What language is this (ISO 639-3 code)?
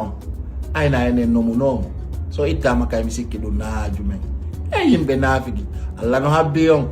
ful